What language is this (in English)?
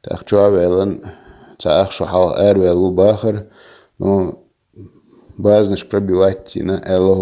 Chechen